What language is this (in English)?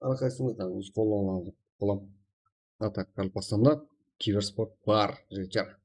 Kara-Kalpak